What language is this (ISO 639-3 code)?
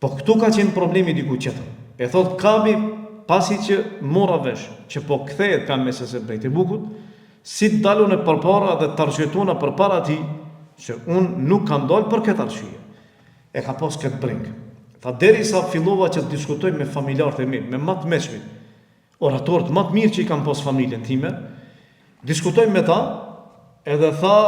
sqi